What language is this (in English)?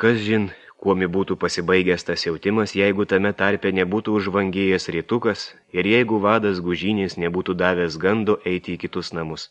Lithuanian